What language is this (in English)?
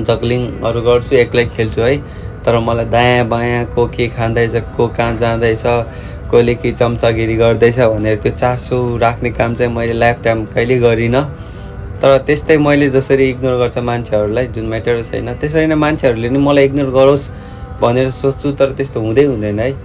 Nepali